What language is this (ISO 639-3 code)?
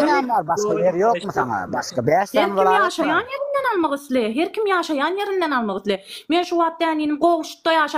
tuk